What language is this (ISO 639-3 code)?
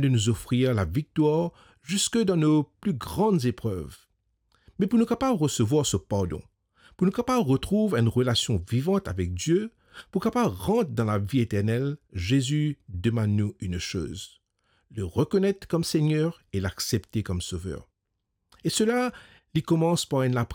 mfe